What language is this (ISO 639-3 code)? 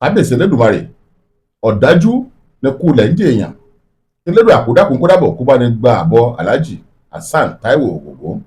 yor